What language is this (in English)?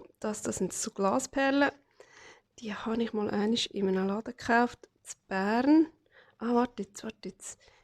Swiss German